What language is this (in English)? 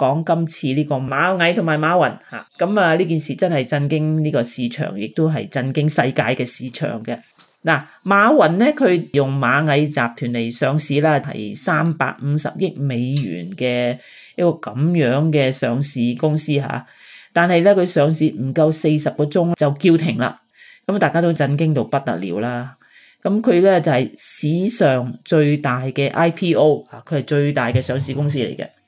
Cantonese